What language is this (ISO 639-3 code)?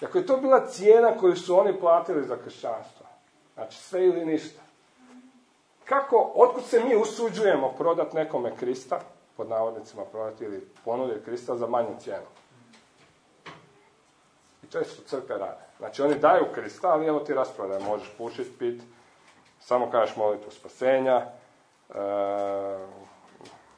hrv